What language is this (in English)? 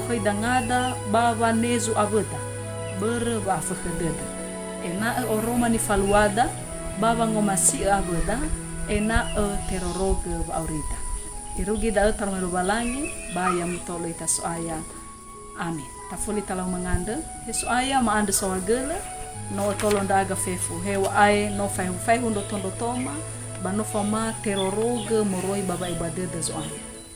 Nias